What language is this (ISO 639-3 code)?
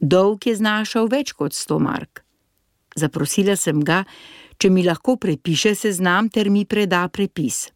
slv